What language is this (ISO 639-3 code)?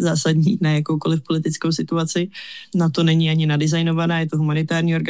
ces